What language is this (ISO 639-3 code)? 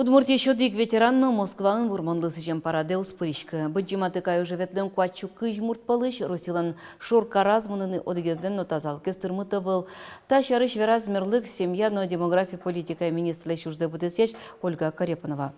udm